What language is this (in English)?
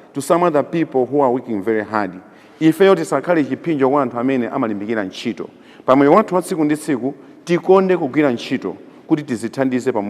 Nyanja